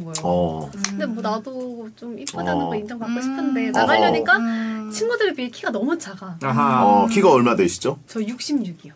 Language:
Korean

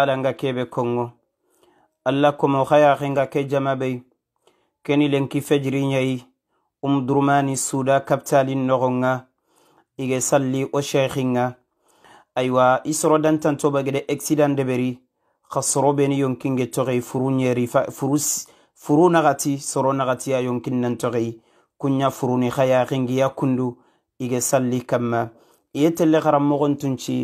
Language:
Soninke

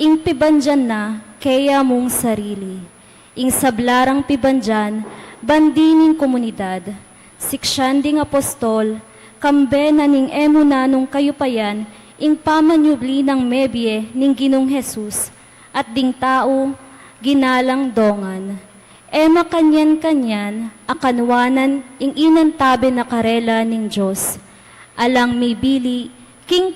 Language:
Pampanga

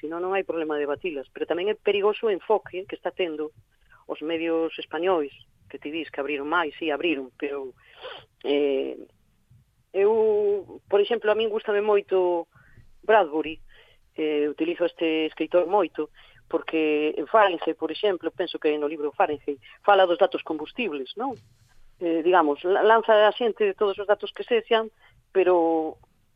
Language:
Galician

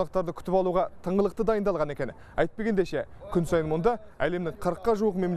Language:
Kazakh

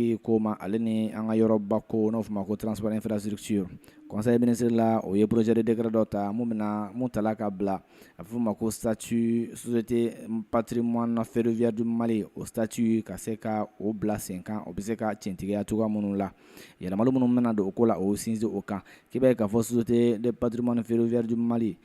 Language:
Bambara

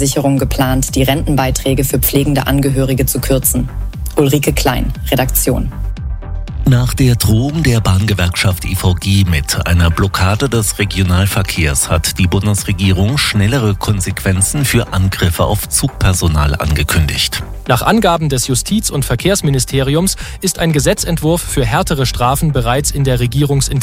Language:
German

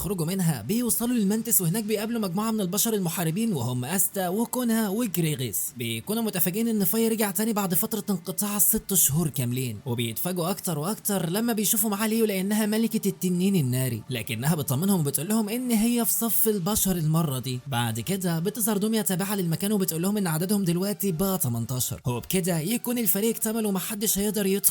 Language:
Egyptian Arabic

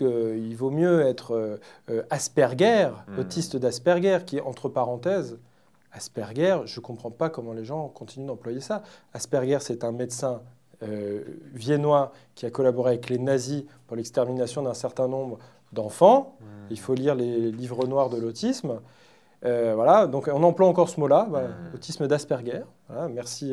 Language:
French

